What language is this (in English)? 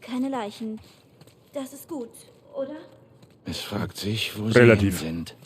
Bavarian